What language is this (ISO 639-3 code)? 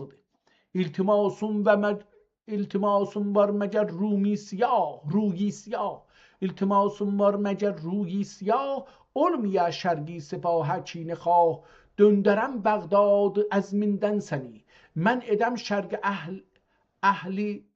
azb